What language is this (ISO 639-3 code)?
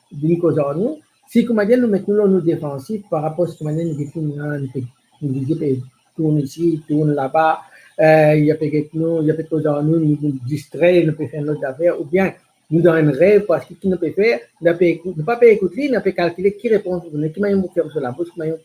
mfe